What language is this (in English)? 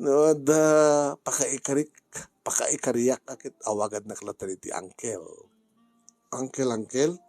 Iloko